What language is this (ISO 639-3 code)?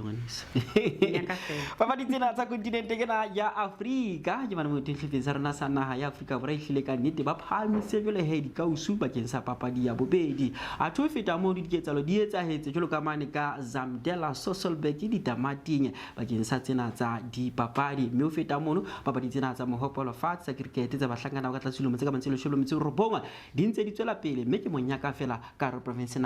sot